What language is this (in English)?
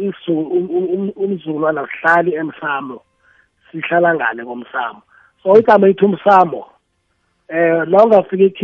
South Ndebele